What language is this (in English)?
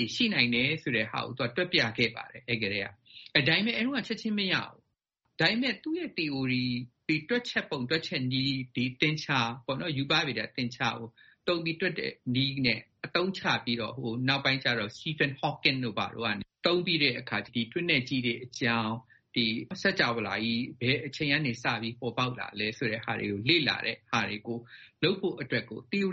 Burmese